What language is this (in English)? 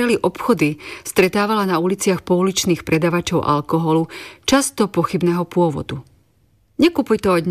Slovak